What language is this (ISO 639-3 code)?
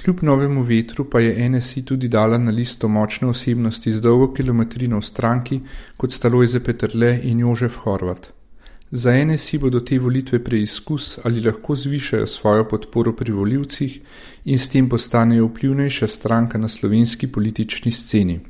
slv